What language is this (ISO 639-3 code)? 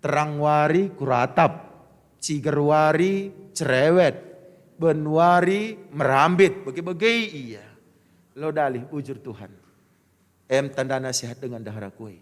btx